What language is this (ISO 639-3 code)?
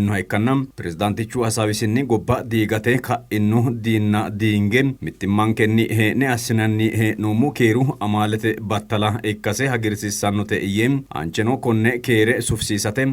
sid